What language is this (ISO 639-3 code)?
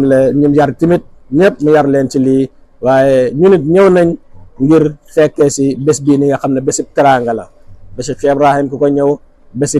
wol